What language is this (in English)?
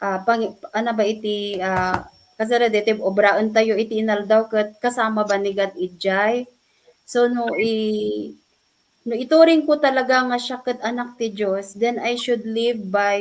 Iloko